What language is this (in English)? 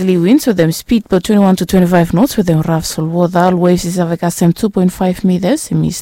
Bislama